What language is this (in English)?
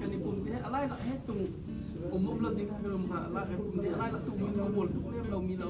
Hakha Chin